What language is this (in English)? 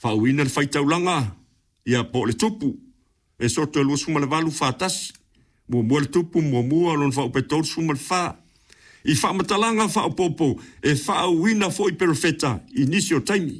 Samoan